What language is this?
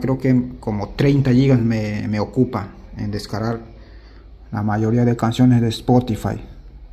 Spanish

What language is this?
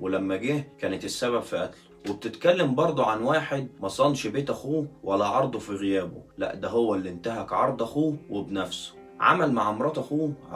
Egyptian Arabic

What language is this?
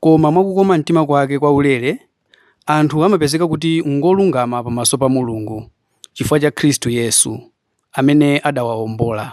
Nyanja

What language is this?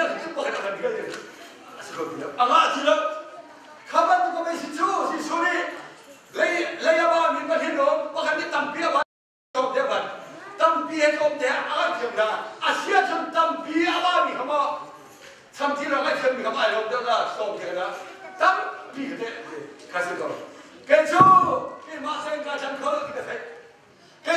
Hakha Chin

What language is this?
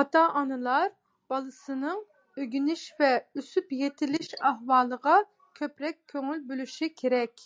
Uyghur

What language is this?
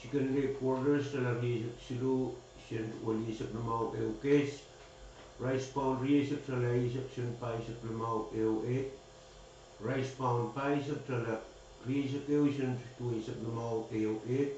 Pohnpeian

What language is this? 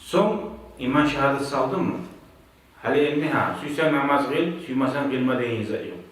Kumyk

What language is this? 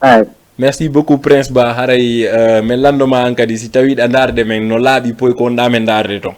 Fula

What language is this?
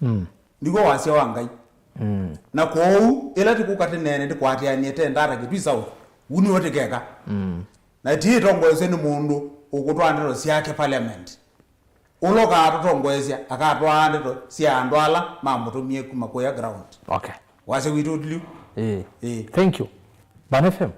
Kamba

